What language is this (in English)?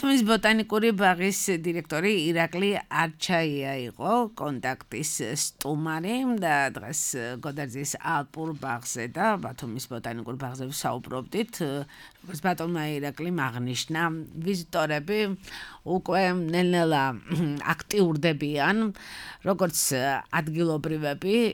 Georgian